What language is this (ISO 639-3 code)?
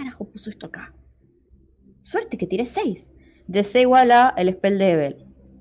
spa